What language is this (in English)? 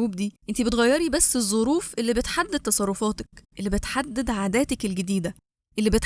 Egyptian Arabic